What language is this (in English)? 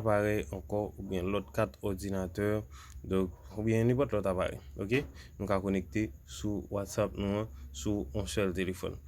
Haitian Creole